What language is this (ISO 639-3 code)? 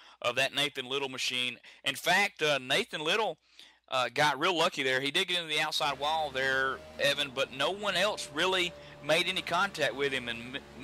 eng